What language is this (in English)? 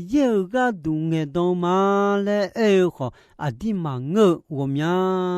Akha